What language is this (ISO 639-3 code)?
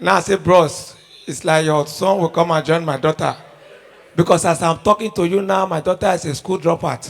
pcm